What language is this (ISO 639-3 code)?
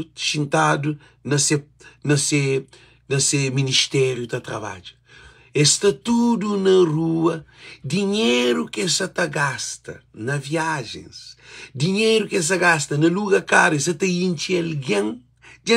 kea